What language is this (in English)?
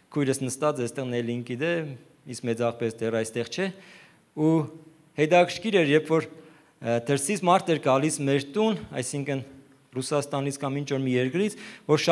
Armenian